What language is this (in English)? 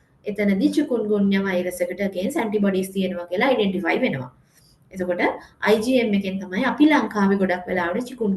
Sinhala